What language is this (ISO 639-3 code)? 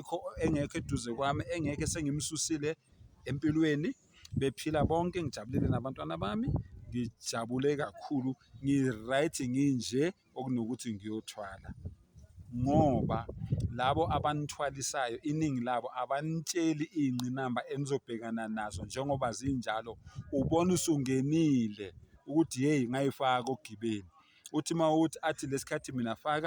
zul